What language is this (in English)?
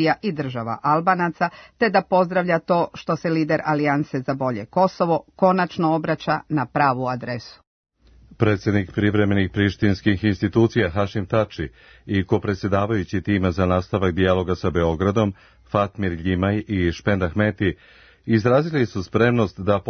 Serbian